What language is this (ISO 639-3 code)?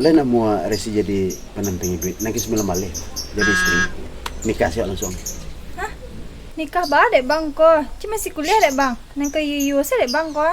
min